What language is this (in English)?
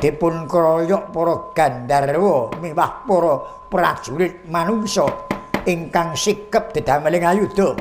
Javanese